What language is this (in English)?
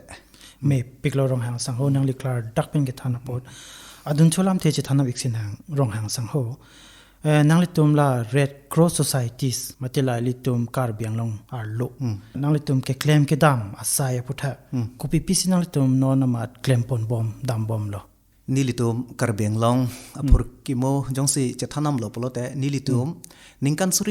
Karbi